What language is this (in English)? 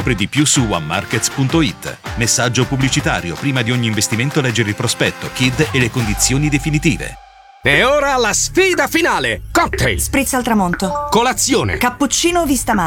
Italian